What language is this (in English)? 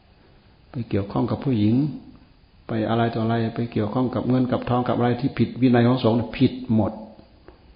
Thai